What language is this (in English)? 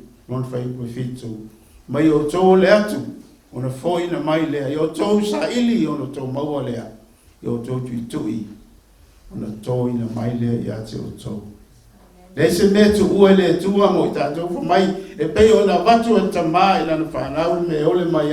Samoan